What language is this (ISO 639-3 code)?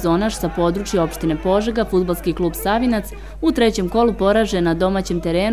srp